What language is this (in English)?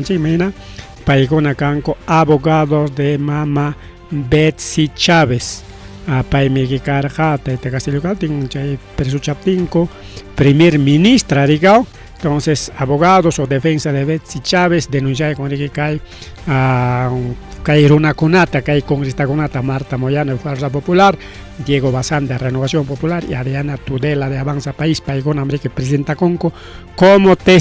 Ayacucho Quechua